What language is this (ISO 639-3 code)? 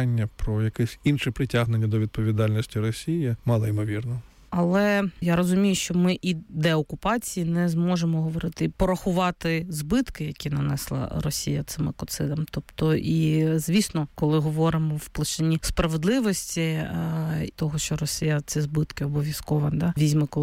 ukr